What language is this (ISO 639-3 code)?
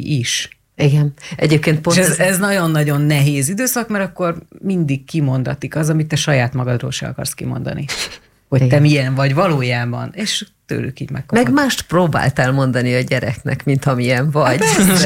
hun